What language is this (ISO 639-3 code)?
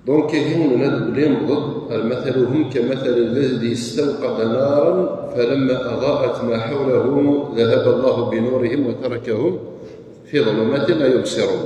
kab